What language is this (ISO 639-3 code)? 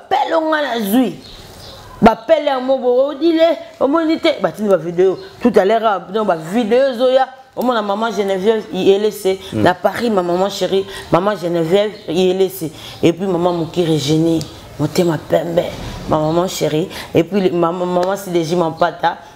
lin